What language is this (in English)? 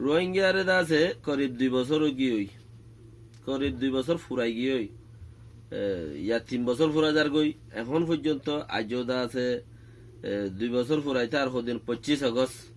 Rohingya